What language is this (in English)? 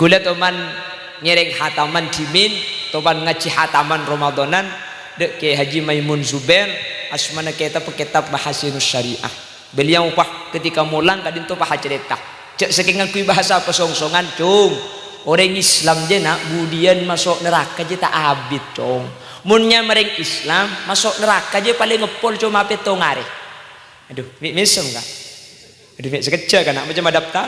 Madurese